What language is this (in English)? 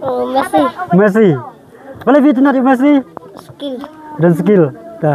Khasi